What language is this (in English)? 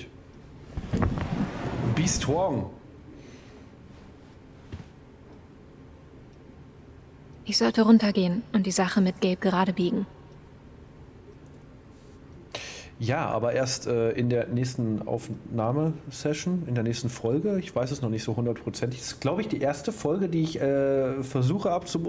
German